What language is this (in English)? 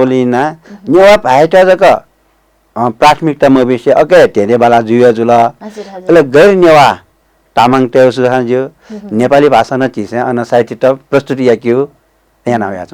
Newari